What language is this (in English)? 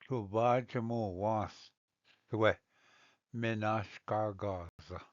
Ojibwa